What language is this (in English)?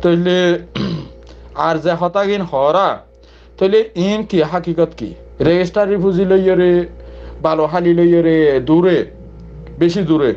Rohingya